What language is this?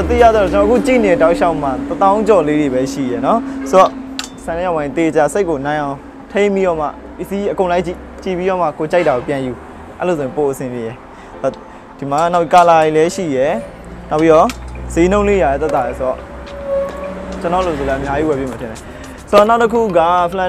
Burmese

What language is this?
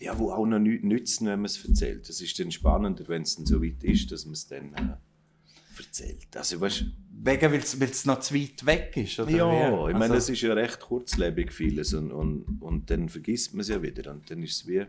Swiss German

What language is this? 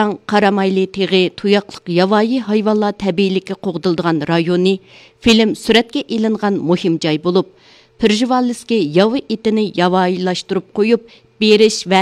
Uyghur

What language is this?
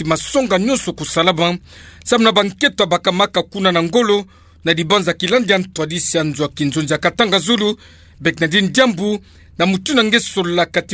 Kituba (Democratic Republic of Congo)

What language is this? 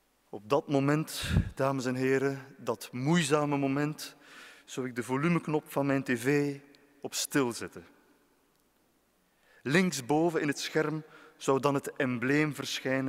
Dutch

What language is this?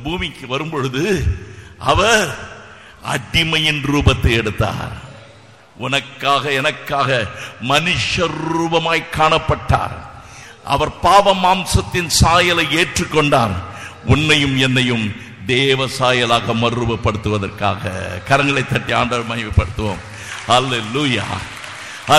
Tamil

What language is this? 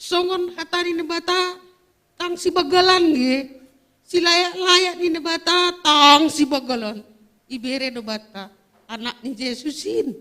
Batak Simalungun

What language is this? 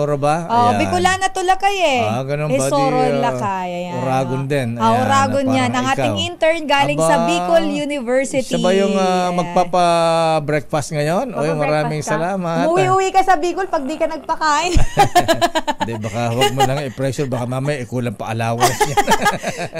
Filipino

